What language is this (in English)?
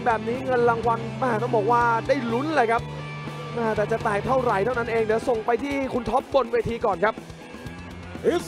Thai